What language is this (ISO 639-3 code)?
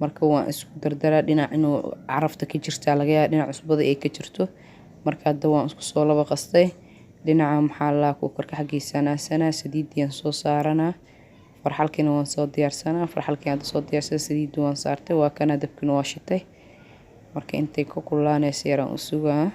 som